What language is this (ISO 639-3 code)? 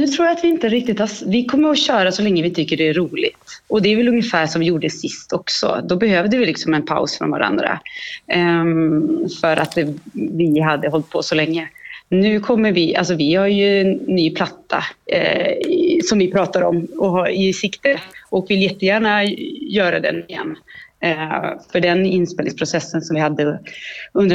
swe